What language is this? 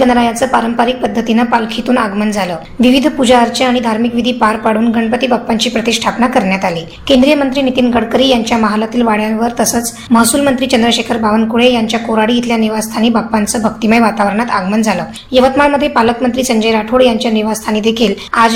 Marathi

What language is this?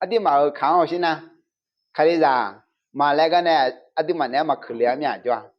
Akha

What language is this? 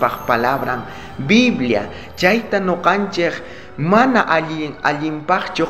South Bolivian Quechua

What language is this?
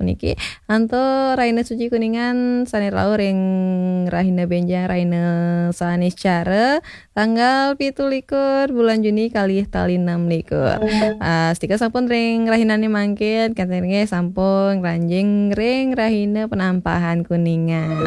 Balinese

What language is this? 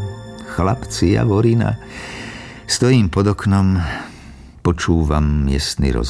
Slovak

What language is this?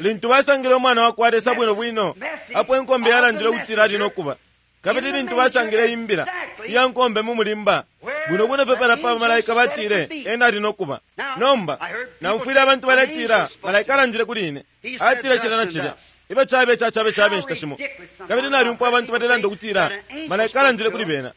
Bemba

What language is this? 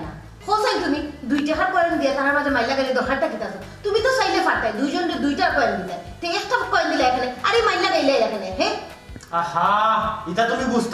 Sylheti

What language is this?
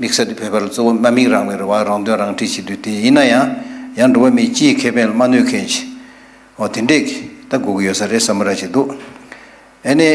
Tibetan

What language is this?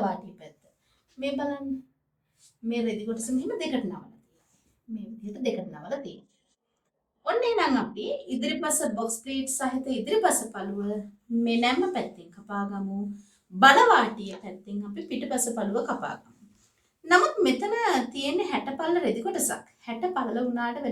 Sinhala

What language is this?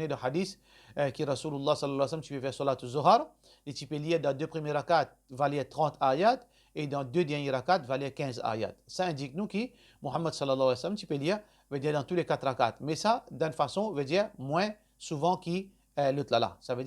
Morisyen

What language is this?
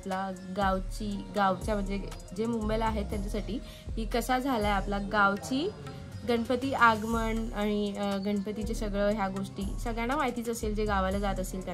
Marathi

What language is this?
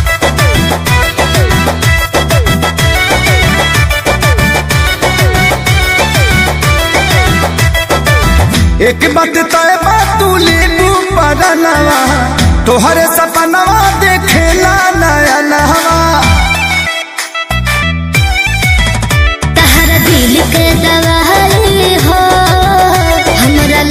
Bhojpuri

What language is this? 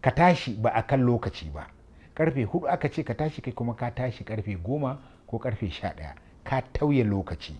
Hausa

